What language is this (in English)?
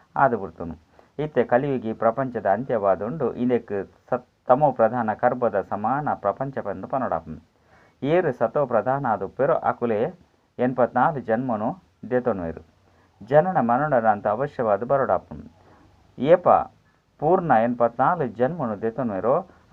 Tulu